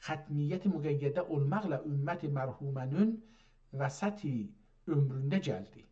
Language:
South Azerbaijani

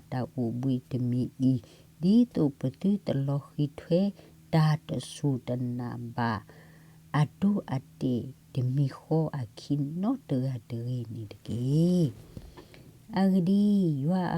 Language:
S'gaw Karen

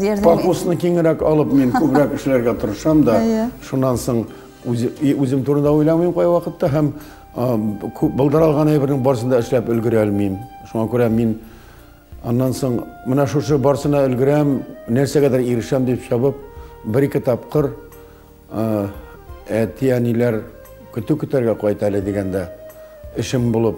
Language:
Tatar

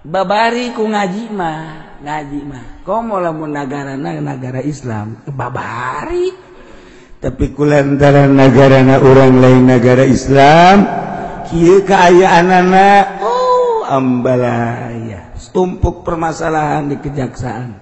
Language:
Sundanese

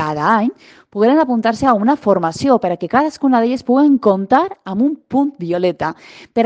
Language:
Catalan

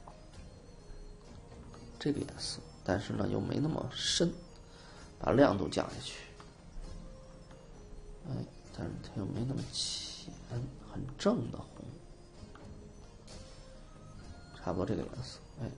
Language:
Chinese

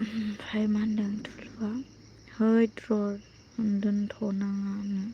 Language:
Bodo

